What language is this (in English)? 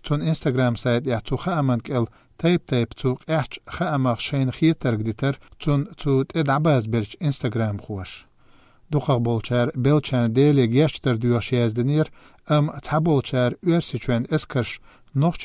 Chechen